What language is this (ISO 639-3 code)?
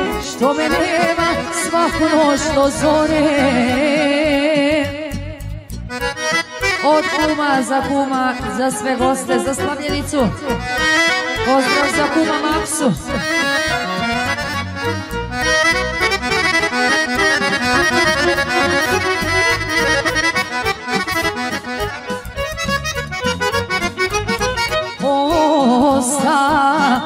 srp